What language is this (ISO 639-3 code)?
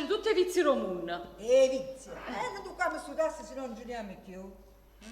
nap